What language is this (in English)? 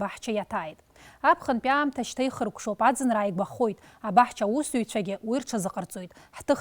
Abkhazian